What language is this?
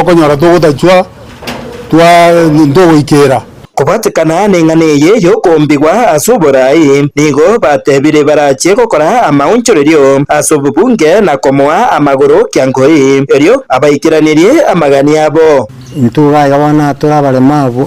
Gusii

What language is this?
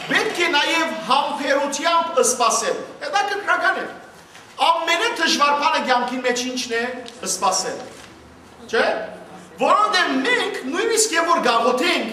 Western Armenian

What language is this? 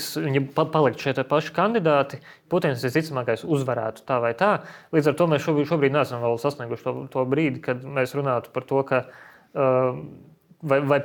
Latvian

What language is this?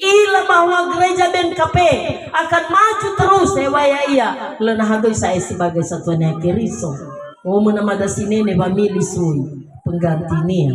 Nias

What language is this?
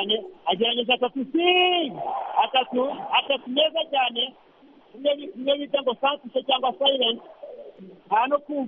Kinyarwanda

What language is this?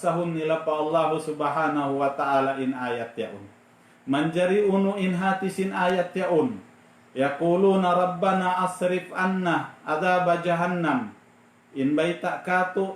Tausug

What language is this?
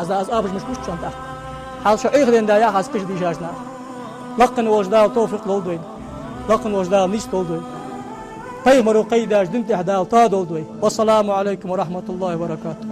Ingush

